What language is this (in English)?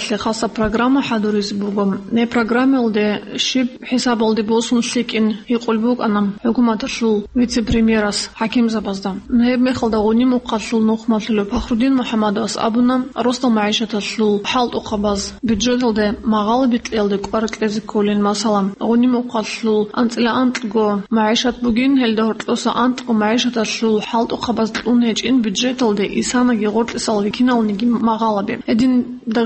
Avaric